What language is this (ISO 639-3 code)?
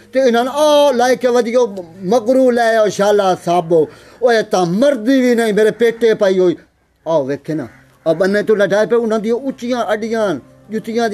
pan